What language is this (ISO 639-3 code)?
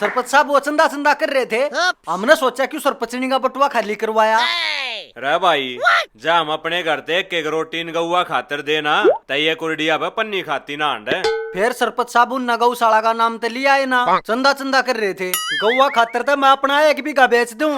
bgc